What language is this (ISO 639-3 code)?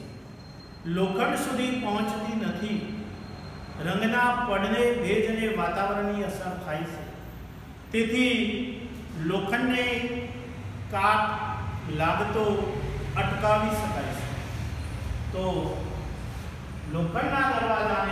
guj